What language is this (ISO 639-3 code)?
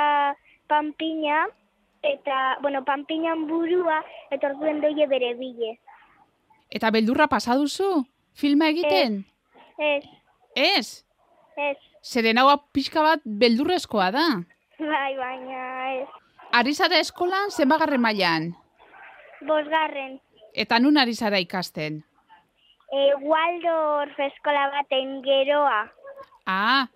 eus